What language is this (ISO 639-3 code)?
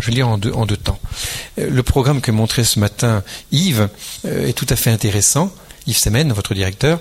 fra